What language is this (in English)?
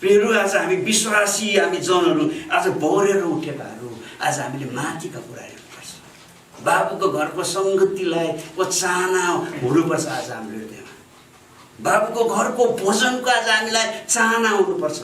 Nepali